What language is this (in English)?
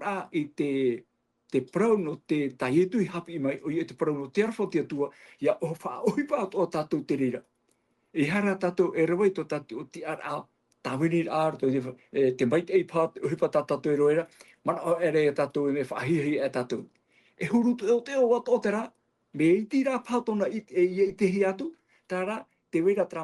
Tahitian